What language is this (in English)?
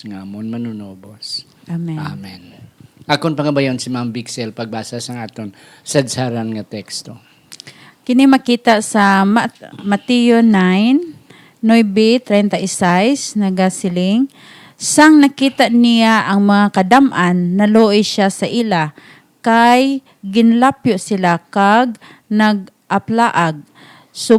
Hiligaynon